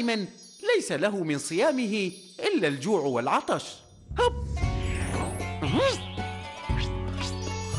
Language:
Arabic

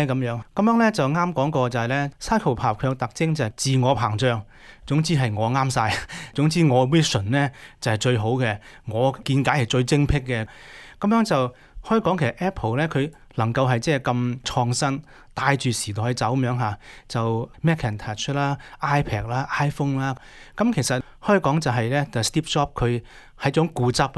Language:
Cantonese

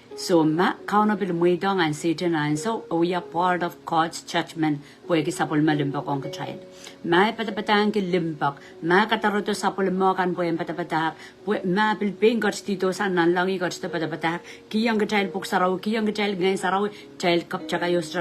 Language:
Pohnpeian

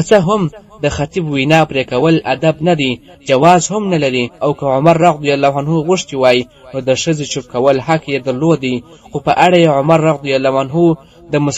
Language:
Pashto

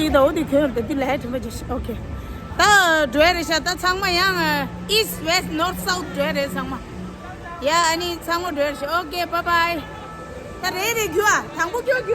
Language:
Tibetan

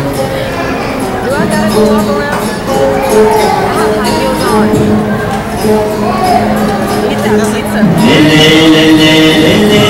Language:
S'gaw Karen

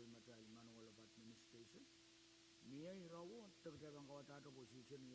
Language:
Pohnpeian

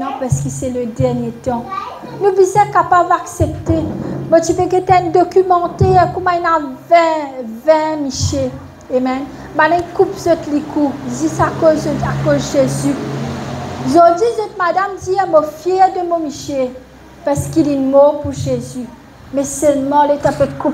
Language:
Morisyen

